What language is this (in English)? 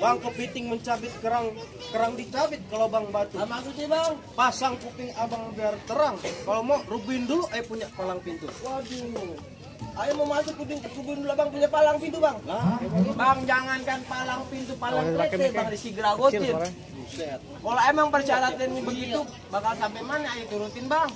Betawi